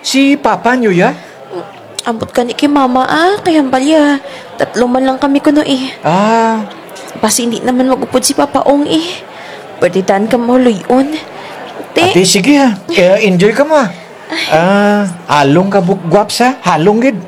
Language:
Kinaray-a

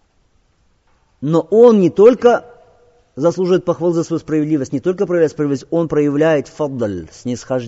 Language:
Russian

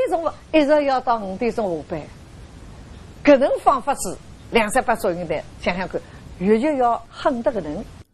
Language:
Wu Chinese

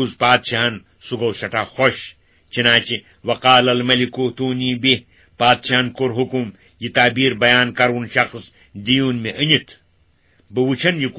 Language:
Kashmiri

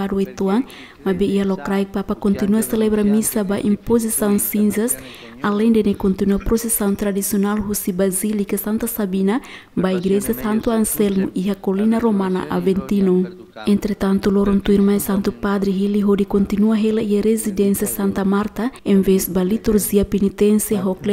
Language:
Tetum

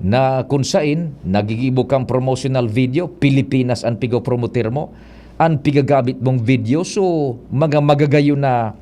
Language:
Bikol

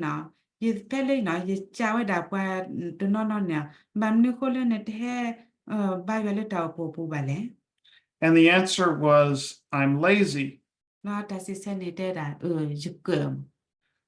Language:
S'gaw Karen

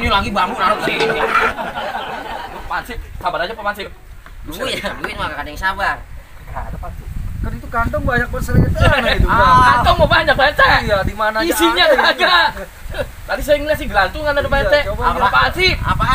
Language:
Betawi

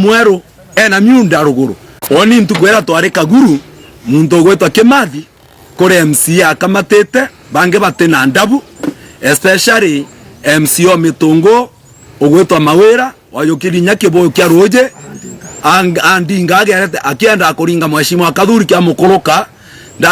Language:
Meru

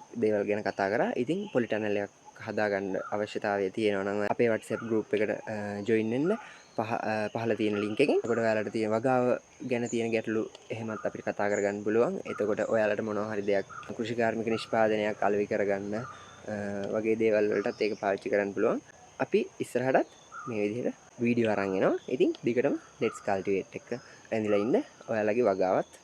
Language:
Sinhala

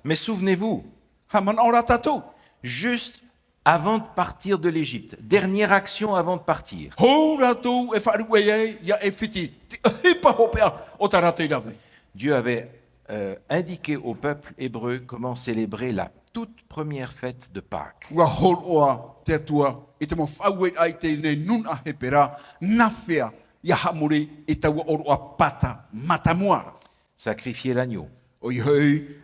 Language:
Tahitian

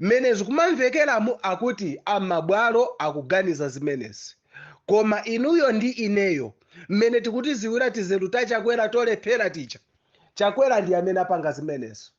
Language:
Nyanja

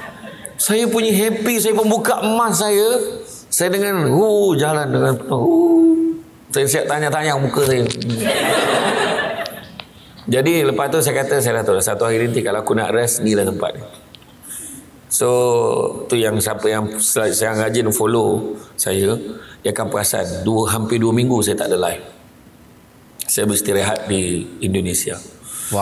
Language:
Malay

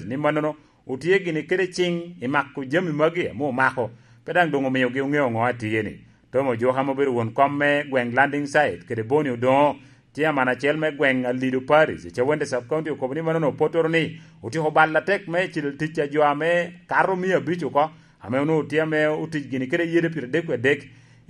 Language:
Lango (Uganda)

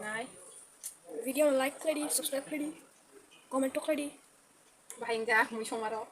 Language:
Kok Borok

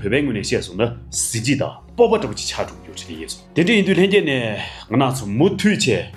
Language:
Tibetan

